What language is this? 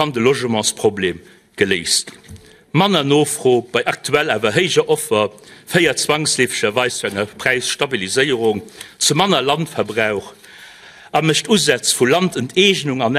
Luxembourgish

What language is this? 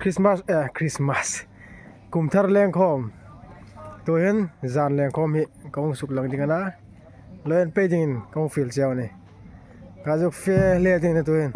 Hmar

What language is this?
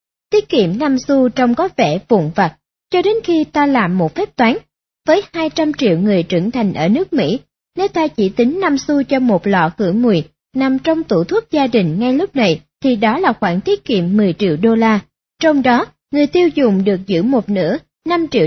Vietnamese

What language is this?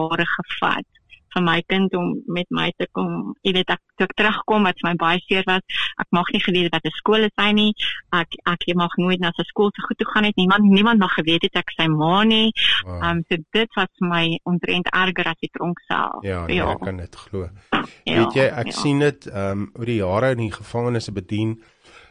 Afrikaans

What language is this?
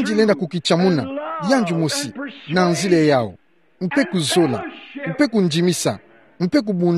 Kituba (Democratic Republic of Congo)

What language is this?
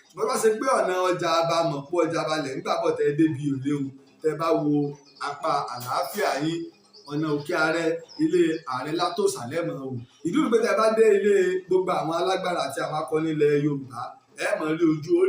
Yoruba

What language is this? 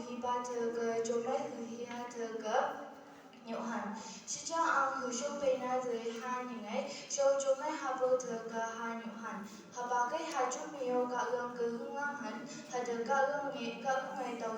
Phom Naga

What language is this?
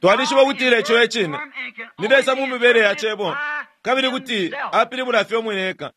Bemba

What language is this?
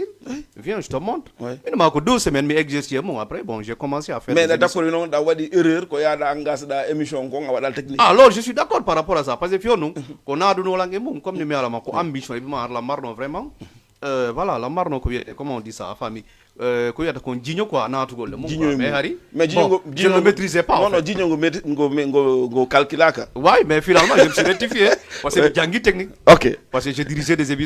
Fula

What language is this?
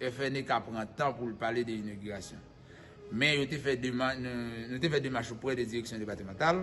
Haitian Creole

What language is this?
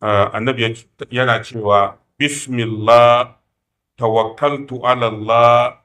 Hausa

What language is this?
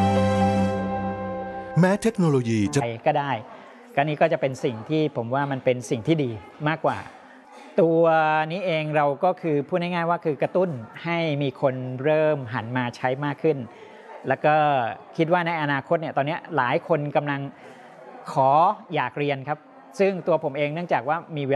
Thai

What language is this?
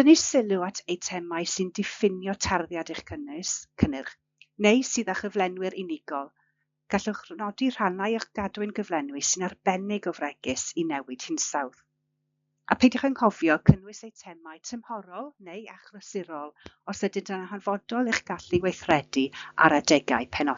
Welsh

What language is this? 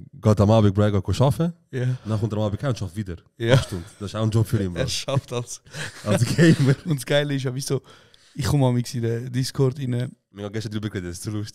Swiss German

